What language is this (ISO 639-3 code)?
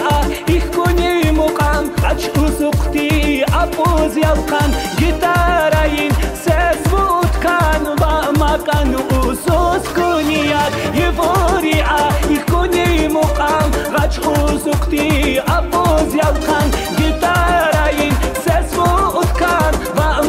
tab